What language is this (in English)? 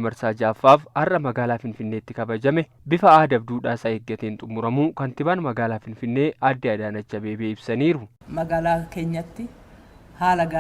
Oromo